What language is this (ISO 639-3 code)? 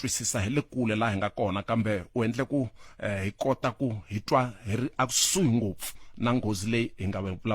tso